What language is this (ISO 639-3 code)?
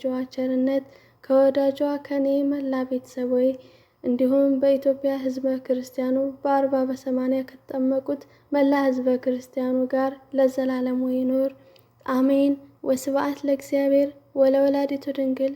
amh